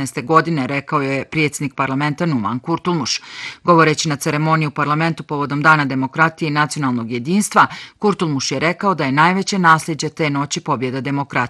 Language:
Bosnian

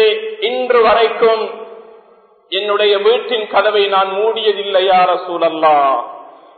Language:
Tamil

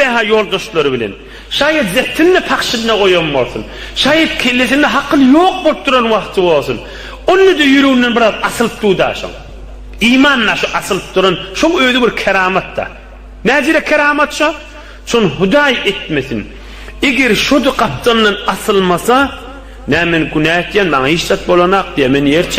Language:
Turkmen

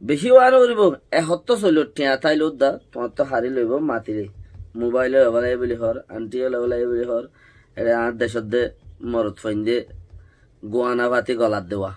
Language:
Rohingya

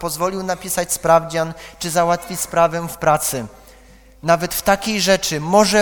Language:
Polish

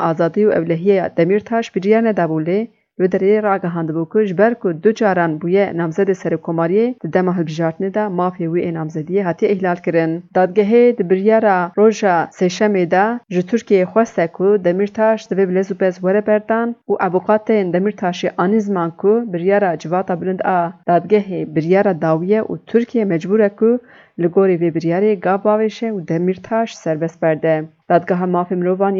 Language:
Kurdish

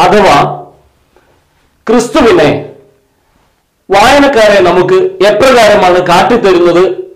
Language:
Malayalam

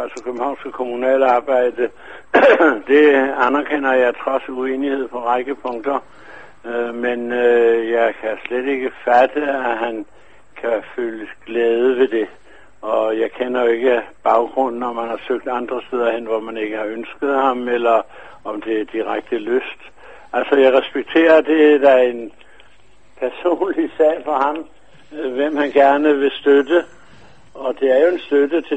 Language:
Danish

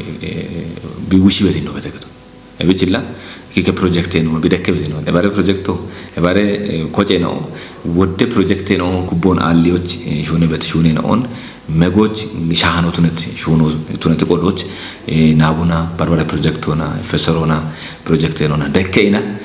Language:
Kafa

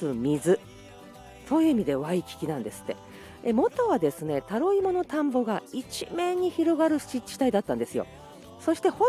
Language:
Japanese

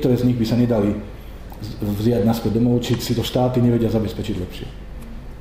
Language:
Slovak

